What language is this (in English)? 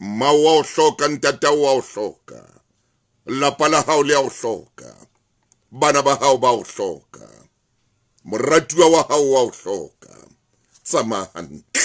Southern Sotho